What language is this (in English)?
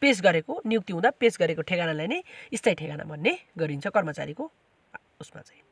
Nepali